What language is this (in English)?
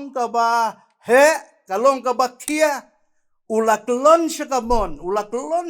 Khasi